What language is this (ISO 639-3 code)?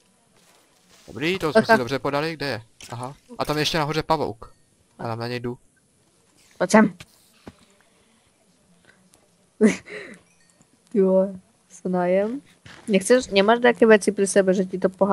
ces